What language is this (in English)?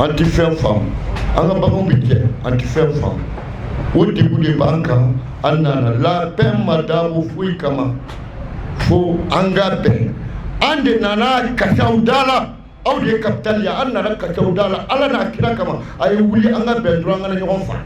Bambara